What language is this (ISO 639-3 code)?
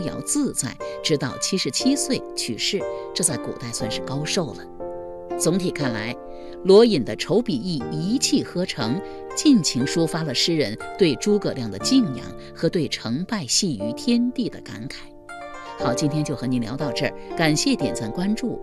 zho